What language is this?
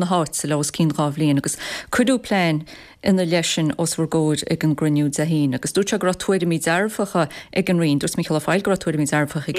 Irish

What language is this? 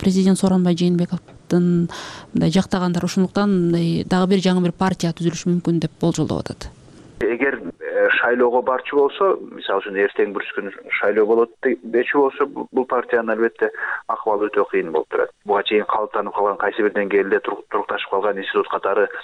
Kyrgyz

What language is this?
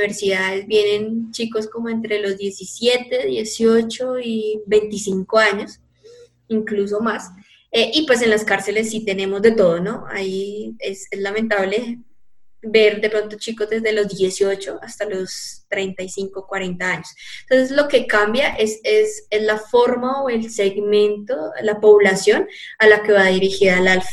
Spanish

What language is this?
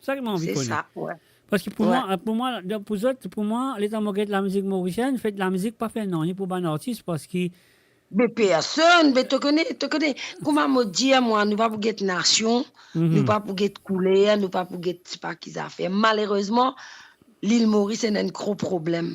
Morisyen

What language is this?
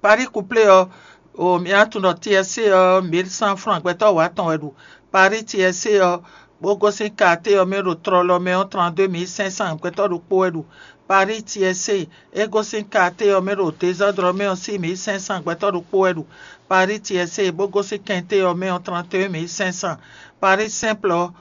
Fon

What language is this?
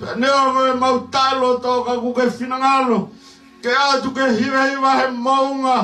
Tongan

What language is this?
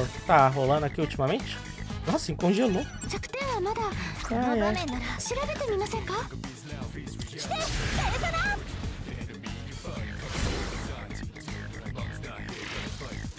Portuguese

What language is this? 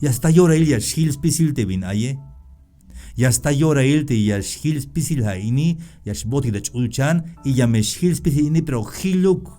Tzeltal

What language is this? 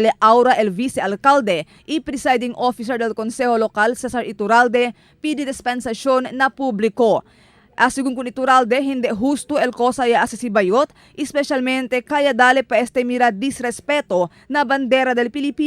Chavacano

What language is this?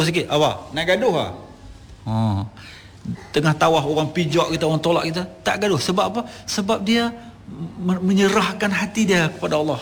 Malay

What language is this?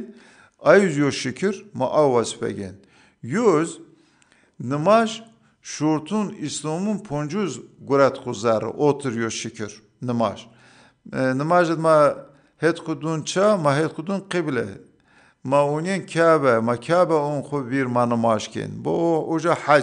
Zaza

